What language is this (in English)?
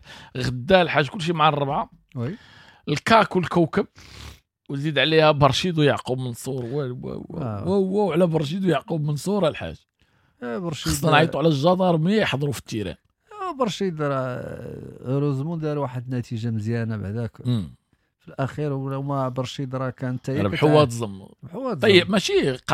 Moroccan Arabic